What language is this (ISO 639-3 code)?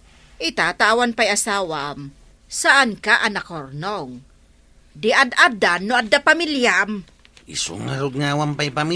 ilo